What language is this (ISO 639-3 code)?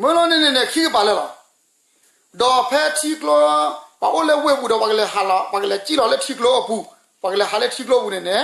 ksw